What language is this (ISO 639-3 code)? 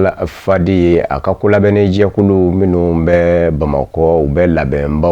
bam